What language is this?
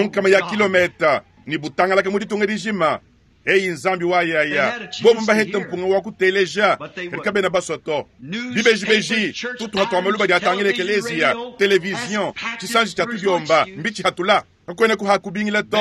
Luba-Lulua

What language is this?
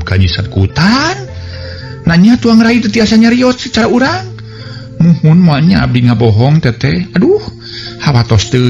Sundanese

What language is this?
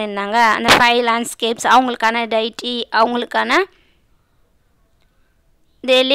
Tamil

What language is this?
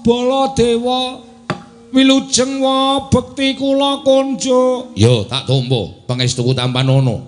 Javanese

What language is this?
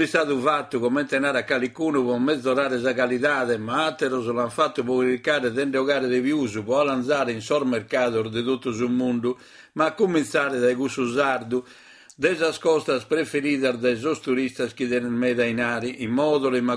Sardinian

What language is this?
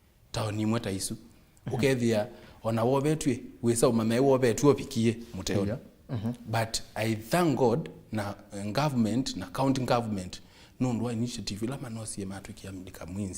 Kamba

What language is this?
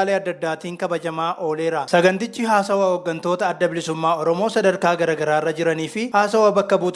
Oromo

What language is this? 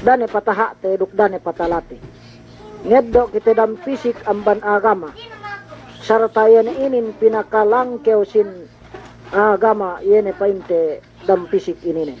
Yakan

